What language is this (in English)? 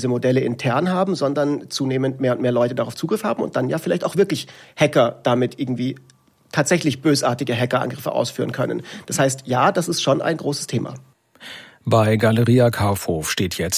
German